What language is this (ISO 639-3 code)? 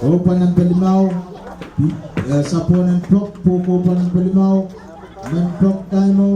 pon